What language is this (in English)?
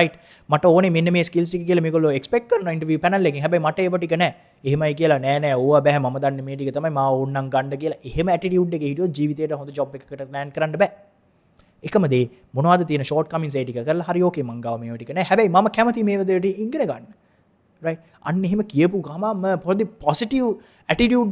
Sinhala